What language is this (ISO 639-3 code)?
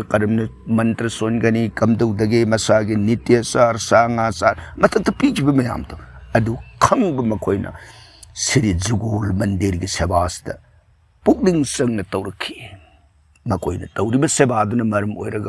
mni